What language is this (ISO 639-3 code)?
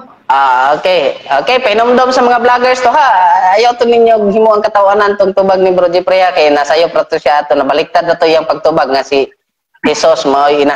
ceb